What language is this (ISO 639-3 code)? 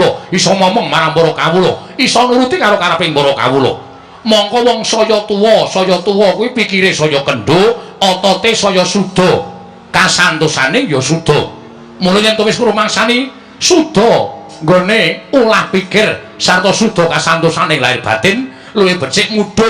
jav